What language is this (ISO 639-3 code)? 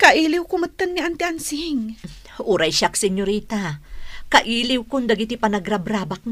ilo